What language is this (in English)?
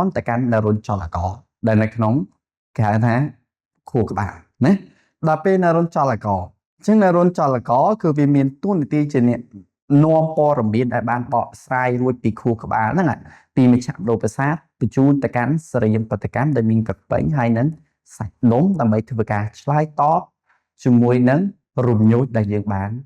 Khmer